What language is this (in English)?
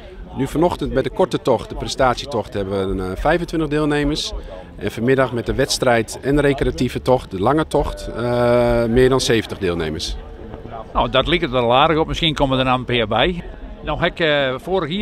Western Frisian